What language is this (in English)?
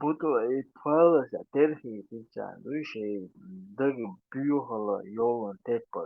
Chechen